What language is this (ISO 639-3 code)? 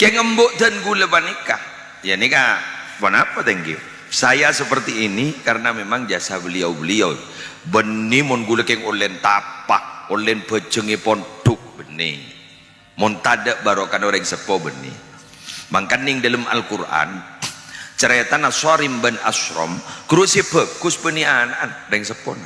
mad